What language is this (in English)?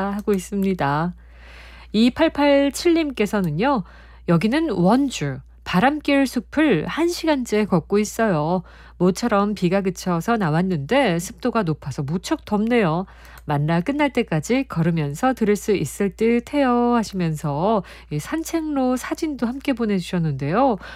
Korean